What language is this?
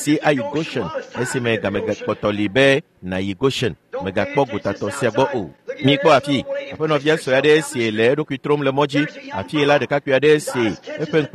Ewe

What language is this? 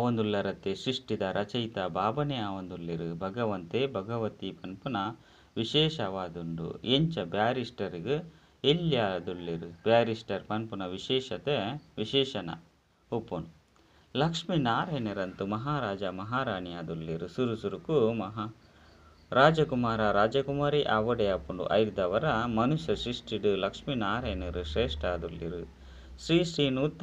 Tulu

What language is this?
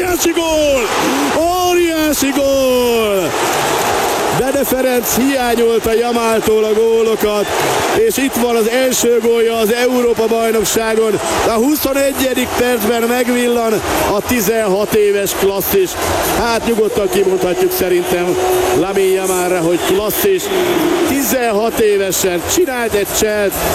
Hungarian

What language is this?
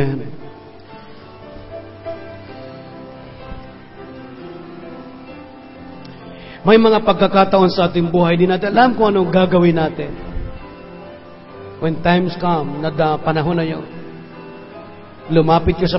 Filipino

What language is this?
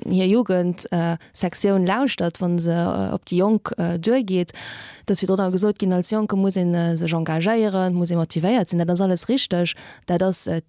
Luxembourgish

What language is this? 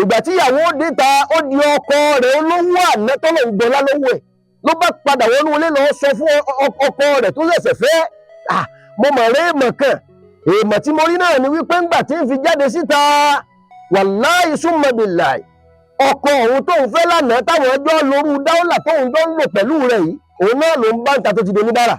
Yoruba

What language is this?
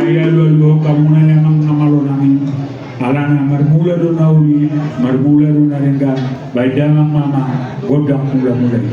Batak Toba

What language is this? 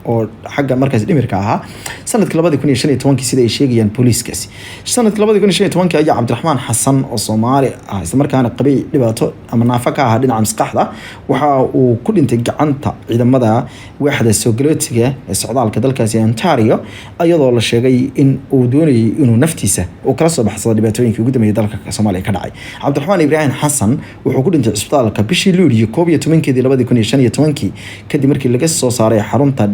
Somali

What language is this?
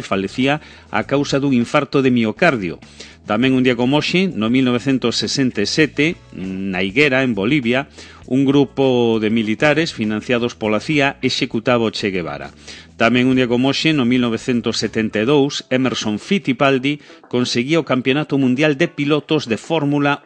Galician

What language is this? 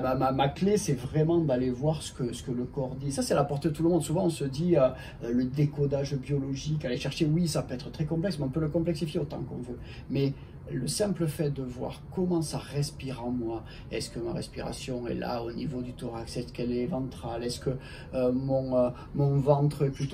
French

